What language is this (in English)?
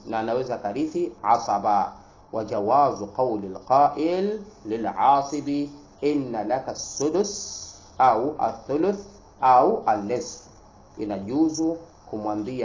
Swahili